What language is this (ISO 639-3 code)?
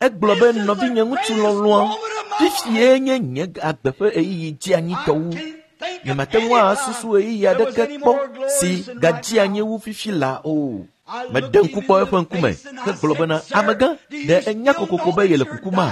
ewe